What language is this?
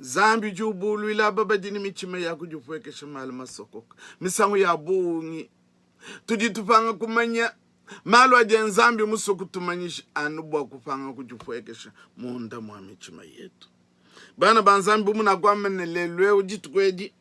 Luba-Lulua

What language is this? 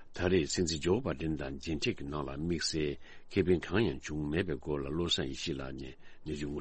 Tibetan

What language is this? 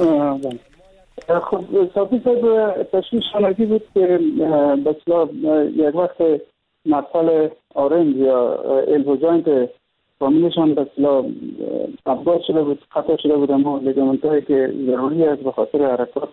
Persian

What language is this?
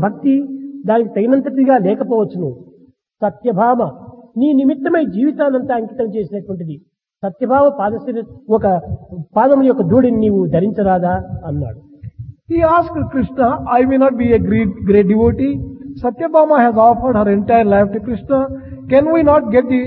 Telugu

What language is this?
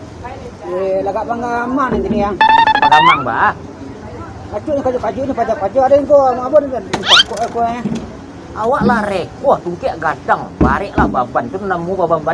Minangkabau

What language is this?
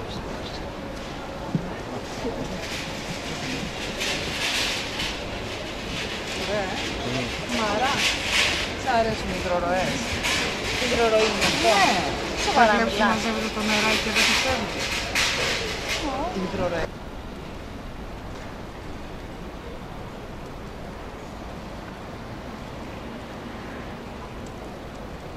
Greek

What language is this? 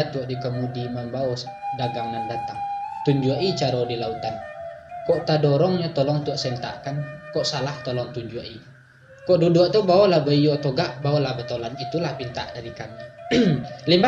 Minangkabau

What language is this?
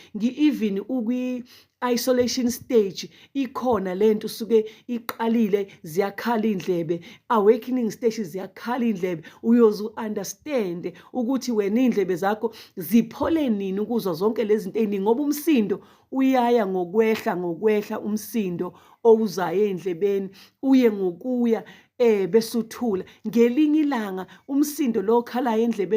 Zulu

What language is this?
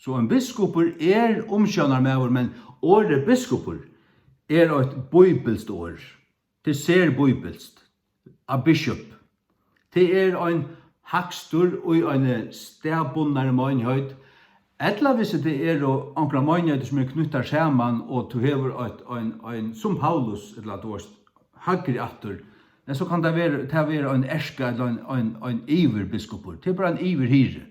Faroese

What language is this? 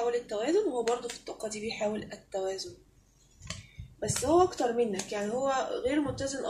Egyptian Arabic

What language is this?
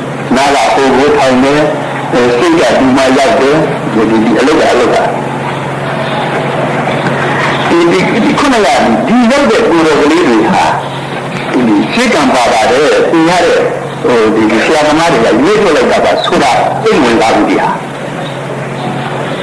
Burmese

